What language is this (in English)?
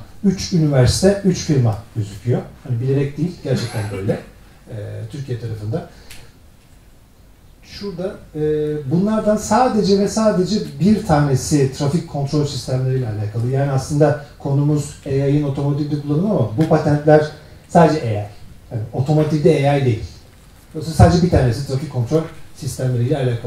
Turkish